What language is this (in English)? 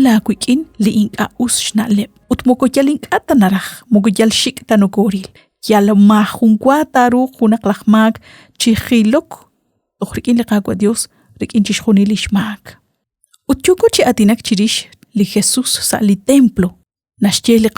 Kekchí